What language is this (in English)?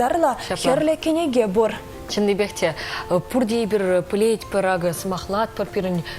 Chuvash